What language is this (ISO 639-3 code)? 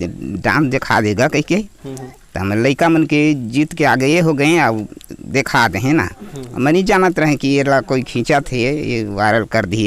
hne